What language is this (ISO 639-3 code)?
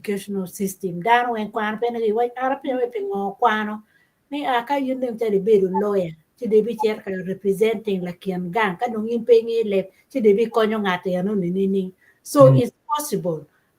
ach